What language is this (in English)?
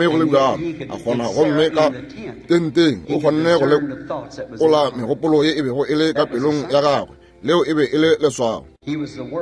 Northern Sotho